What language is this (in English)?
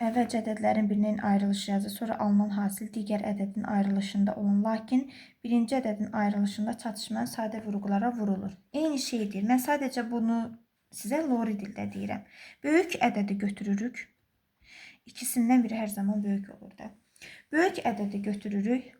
Azerbaijani